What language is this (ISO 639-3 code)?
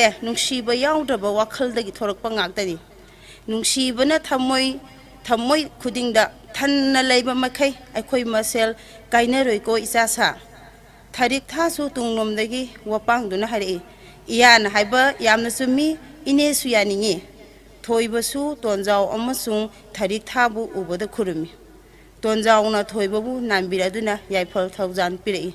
mni